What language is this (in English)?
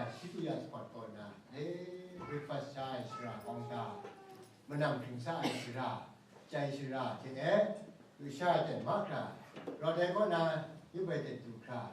Kachin